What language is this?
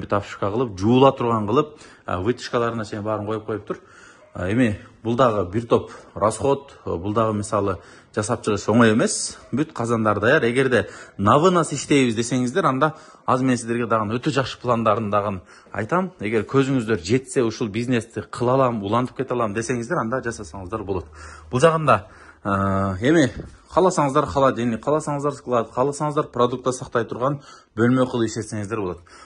Kyrgyz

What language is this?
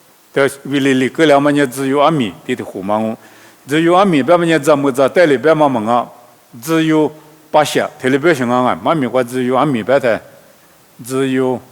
Lisu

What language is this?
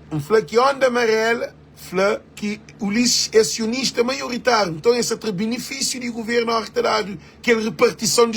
Kabuverdianu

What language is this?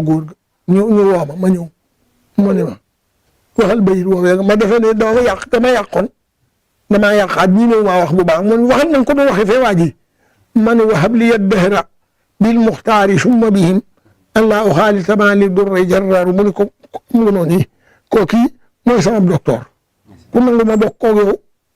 Wolof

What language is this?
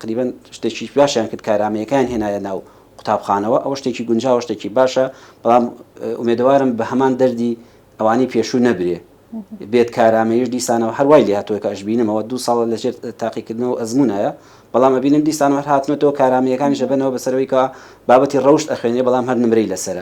Central Kurdish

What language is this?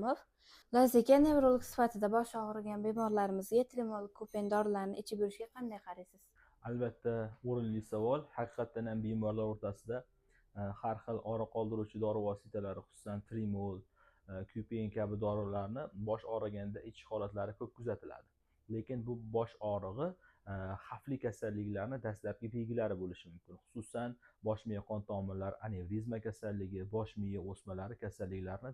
Uzbek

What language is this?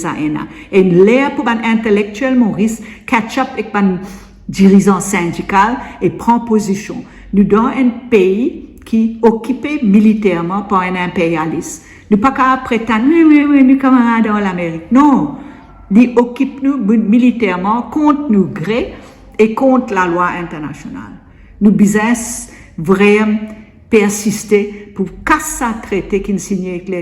Morisyen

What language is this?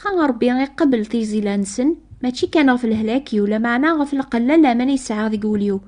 Kabyle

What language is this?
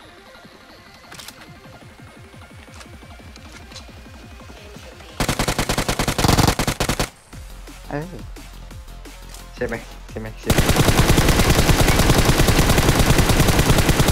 Thai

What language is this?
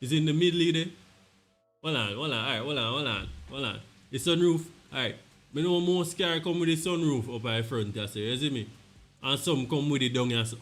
Jamaican Creole English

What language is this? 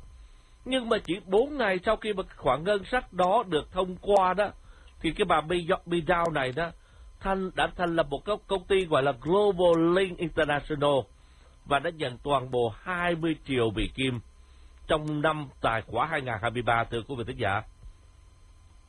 Vietnamese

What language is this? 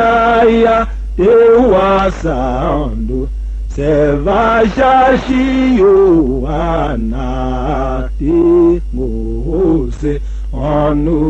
Tiv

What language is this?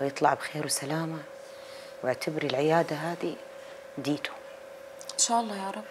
North Levantine Arabic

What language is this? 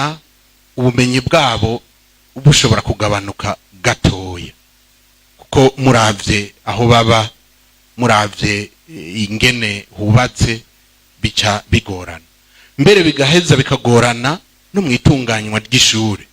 Rundi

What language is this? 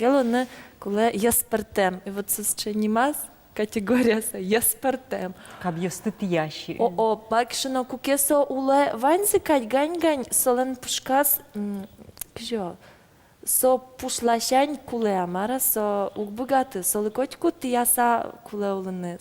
Udmurt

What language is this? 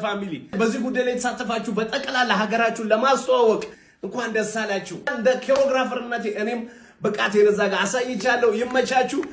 Amharic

